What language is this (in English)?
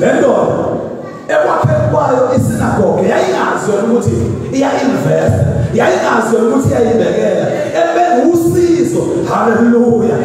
Zulu